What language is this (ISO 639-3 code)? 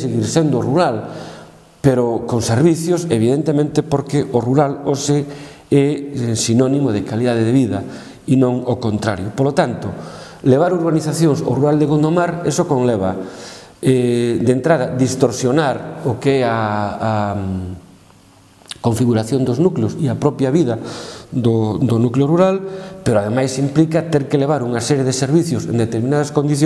glg